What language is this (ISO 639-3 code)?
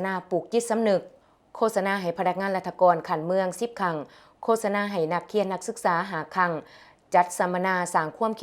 lao